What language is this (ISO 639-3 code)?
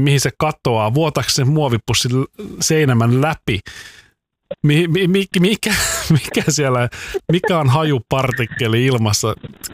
fin